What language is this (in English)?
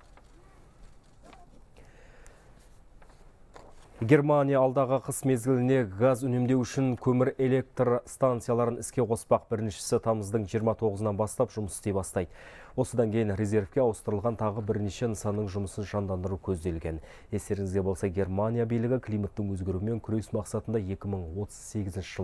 Kazakh